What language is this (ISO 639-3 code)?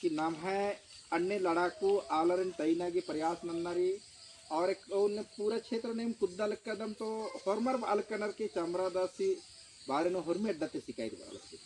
kru